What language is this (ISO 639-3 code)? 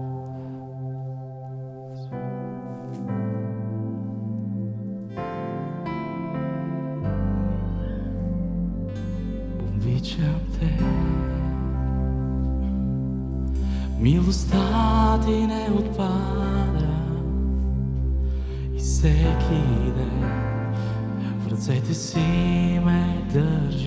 bul